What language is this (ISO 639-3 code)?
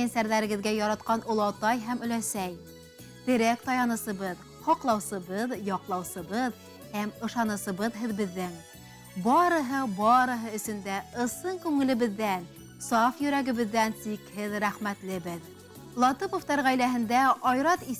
bak